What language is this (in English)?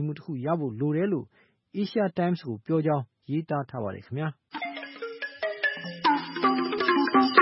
Burmese